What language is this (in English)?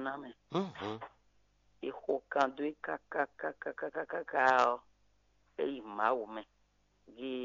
Fon